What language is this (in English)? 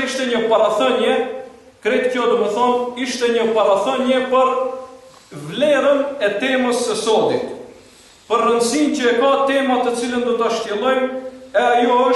Albanian